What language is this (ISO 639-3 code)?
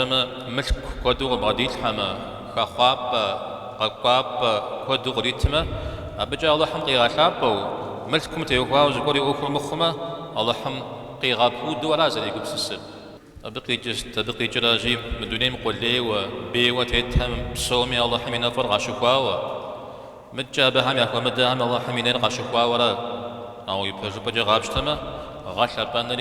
kbd